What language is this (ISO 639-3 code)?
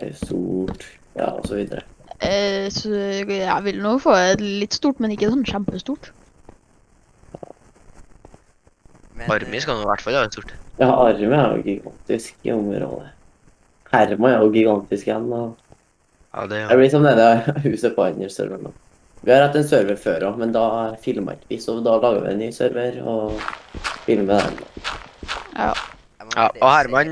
nor